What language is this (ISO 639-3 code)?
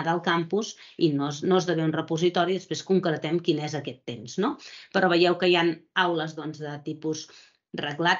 cat